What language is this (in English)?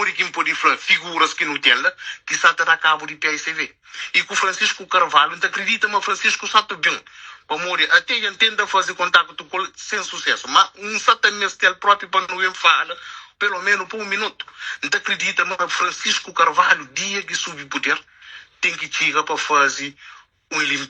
Kabuverdianu